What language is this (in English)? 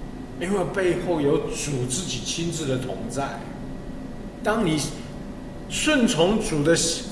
Chinese